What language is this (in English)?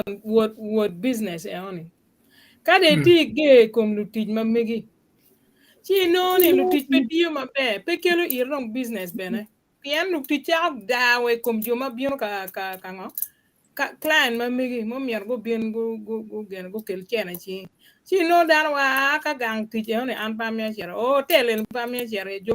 Acoli